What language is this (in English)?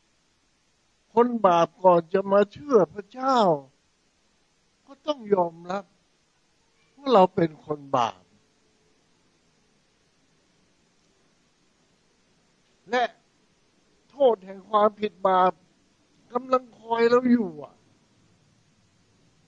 Thai